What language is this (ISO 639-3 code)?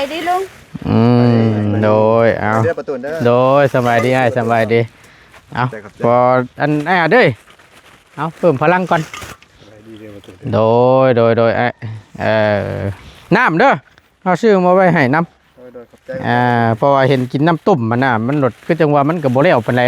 tts